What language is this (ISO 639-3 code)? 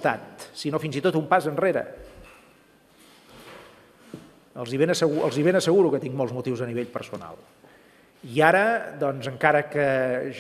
cat